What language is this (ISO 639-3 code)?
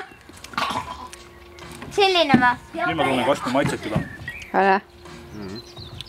est